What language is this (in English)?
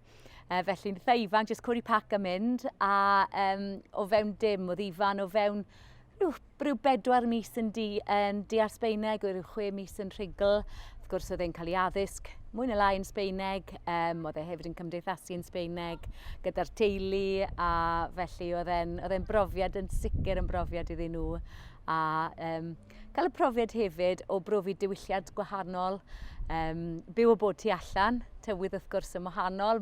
Welsh